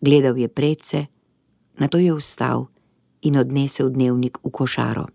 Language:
Slovenian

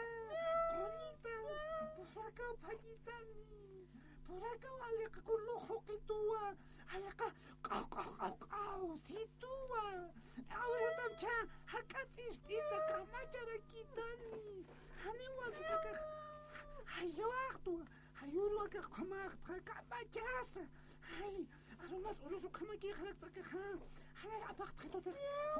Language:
Aymara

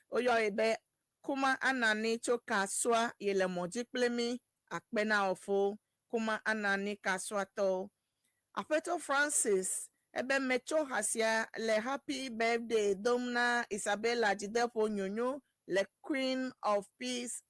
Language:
Ewe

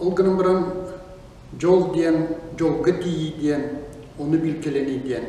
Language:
Yakut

